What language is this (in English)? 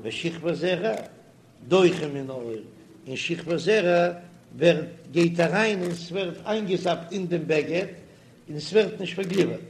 Yiddish